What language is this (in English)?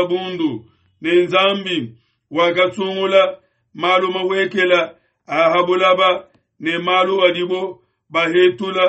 Luba-Lulua